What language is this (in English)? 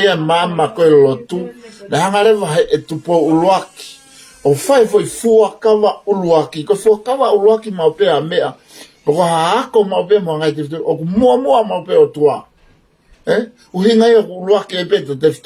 Tongan